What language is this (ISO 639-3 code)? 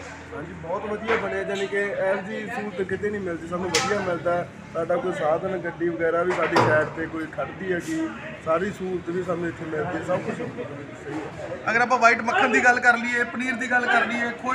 pan